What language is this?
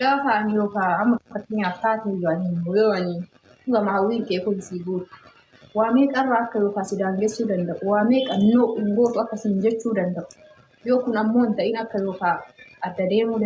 Oromo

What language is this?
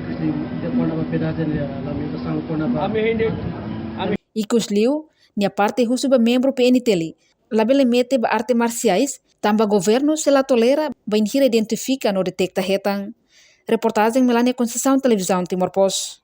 Tetum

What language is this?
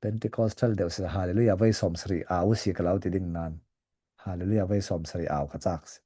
Falam Chin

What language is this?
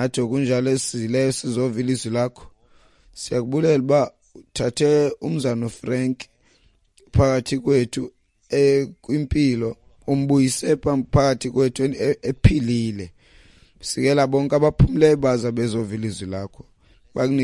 Xhosa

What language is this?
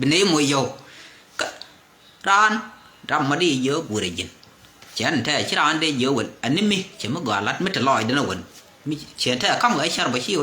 Nuer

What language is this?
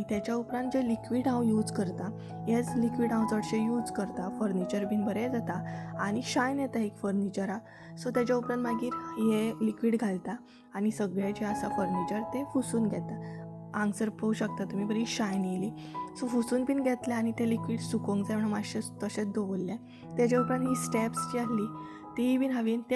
Konkani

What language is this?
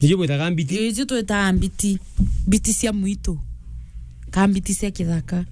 Meru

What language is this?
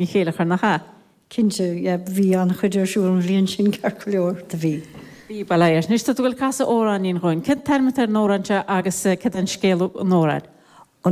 Irish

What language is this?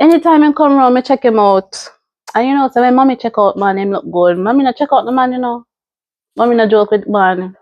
Jamaican Creole English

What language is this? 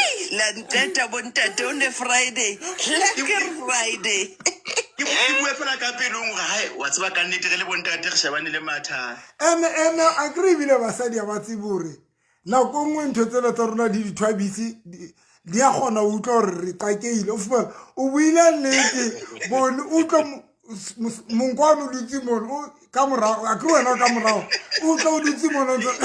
Southern Sotho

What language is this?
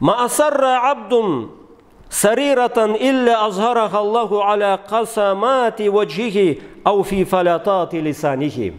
Karachay-Balkar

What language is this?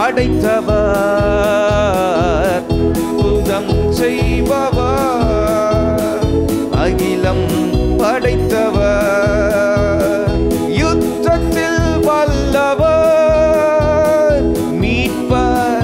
Tamil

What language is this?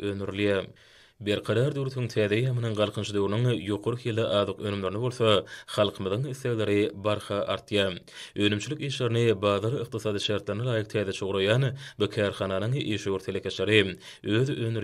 Turkmen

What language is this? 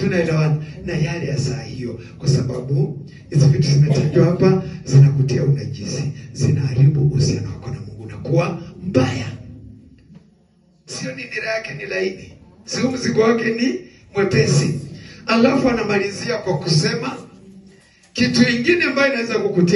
Swahili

